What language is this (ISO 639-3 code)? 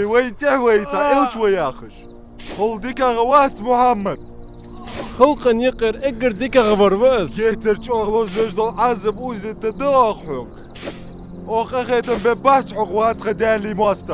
inh